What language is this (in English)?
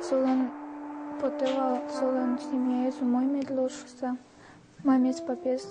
Udmurt